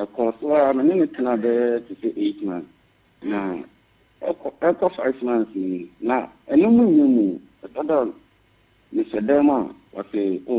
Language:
Akan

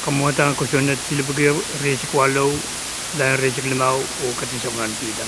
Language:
Pohnpeian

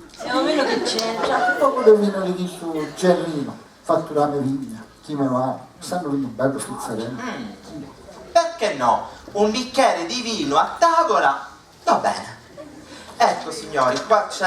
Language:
Sicilian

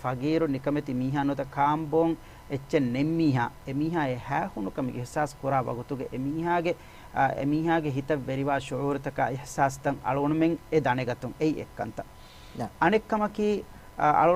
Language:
Divehi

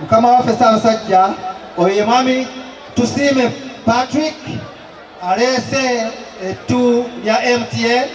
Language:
Ganda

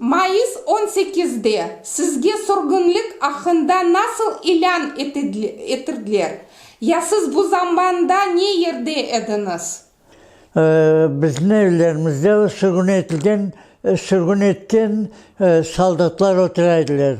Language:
Crimean Tatar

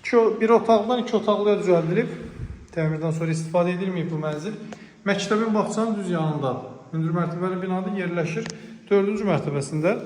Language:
Azerbaijani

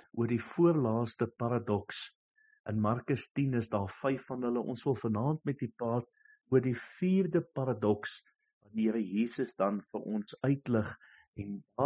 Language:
Afrikaans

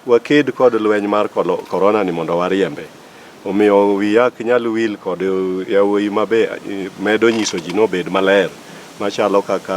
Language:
Luo (Kenya and Tanzania)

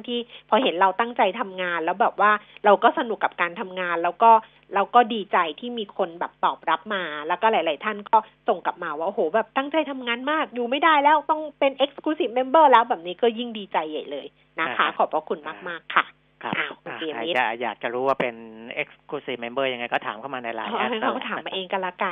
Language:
Thai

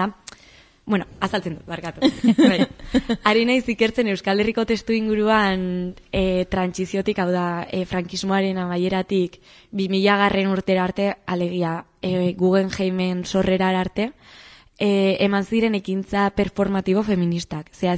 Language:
Basque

